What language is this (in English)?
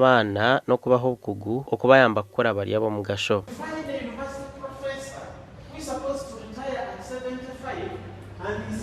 Nyankole